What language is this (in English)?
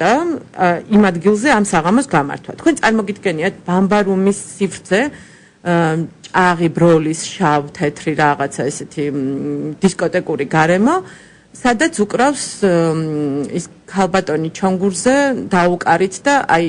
Georgian